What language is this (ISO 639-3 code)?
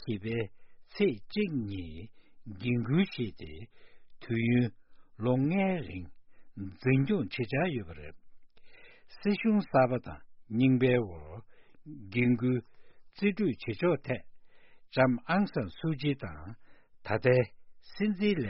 bod